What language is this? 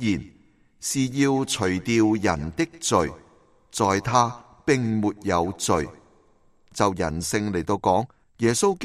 Cantonese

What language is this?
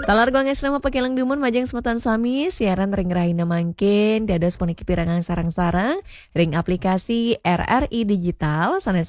Balinese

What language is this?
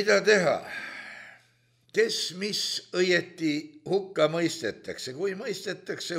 Estonian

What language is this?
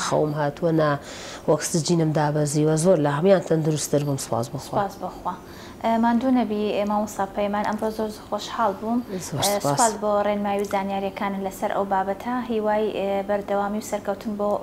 Central Kurdish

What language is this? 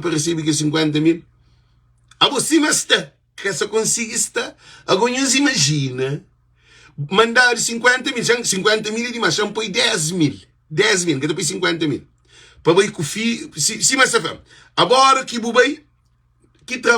Kabuverdianu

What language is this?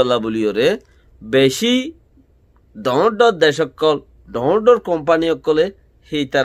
Rohingya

